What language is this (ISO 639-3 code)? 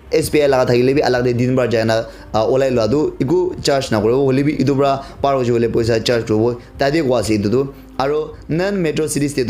nag